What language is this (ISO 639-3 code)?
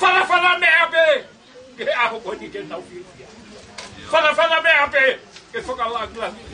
ton